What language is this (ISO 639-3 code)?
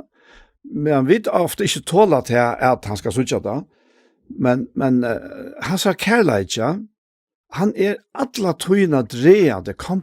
fao